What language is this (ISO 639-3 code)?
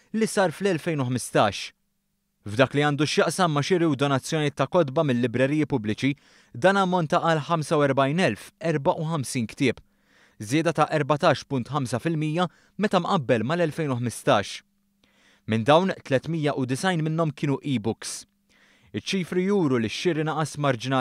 mlt